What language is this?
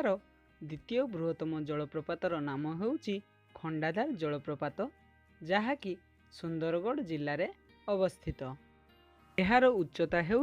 Odia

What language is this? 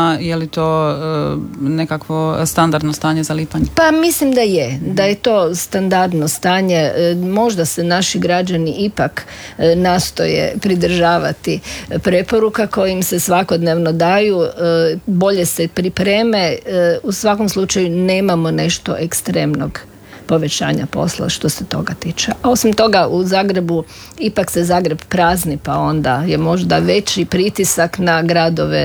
Croatian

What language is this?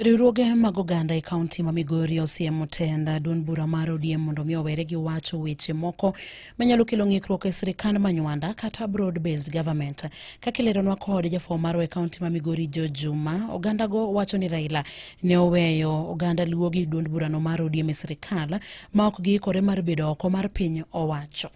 Luo (Kenya and Tanzania)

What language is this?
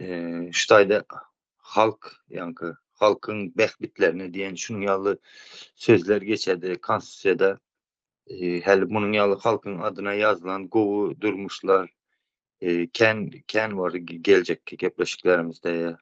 Turkmen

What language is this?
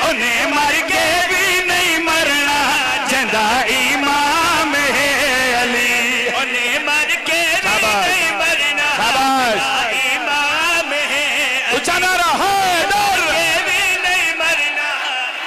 Pahari-Potwari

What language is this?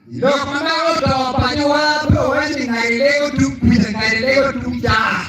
Acoli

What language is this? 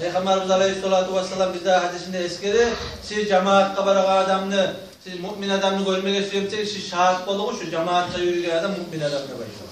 Kumyk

